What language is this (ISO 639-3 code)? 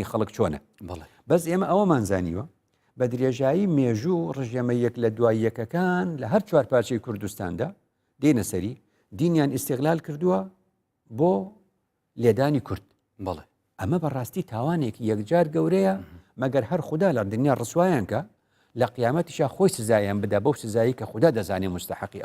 ckb